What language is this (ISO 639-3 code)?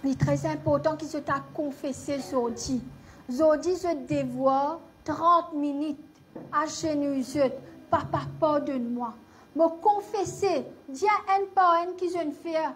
mfe